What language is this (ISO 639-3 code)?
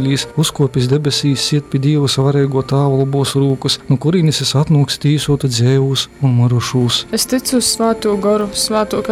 ltg